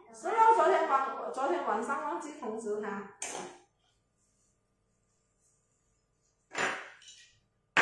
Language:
Chinese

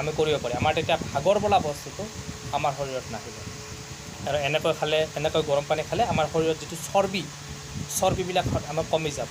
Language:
Assamese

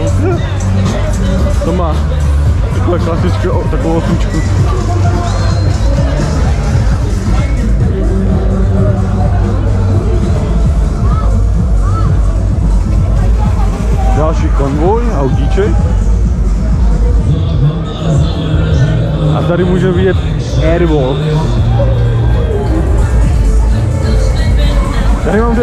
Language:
Czech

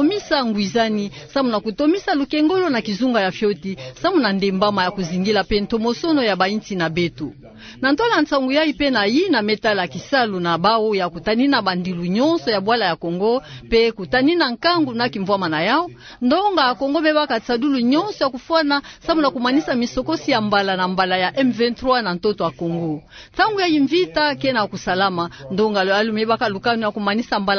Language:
Kituba (Democratic Republic of Congo)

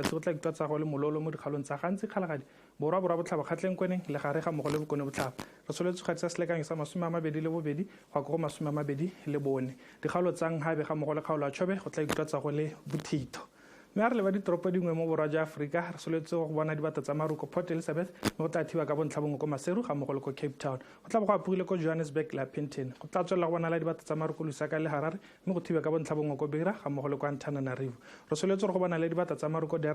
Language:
Tswana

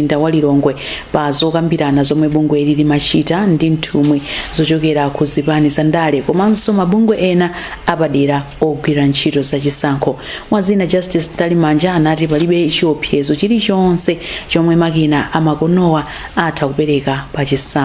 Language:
Nyanja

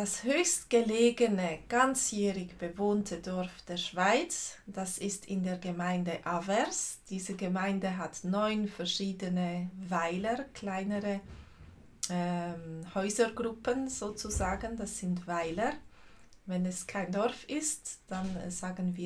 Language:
Swiss German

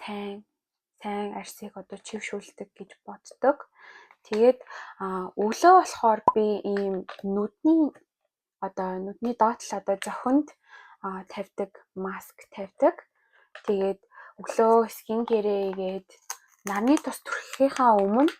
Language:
Mongolian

